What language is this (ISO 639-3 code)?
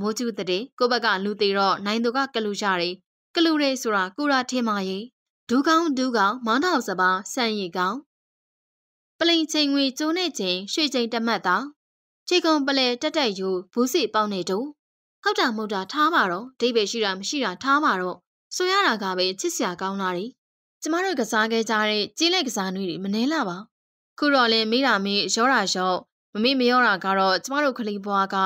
mya